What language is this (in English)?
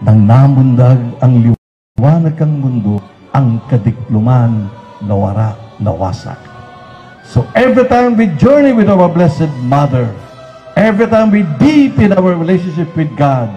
Bikol